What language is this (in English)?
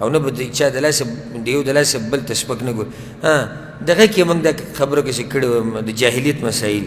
Pashto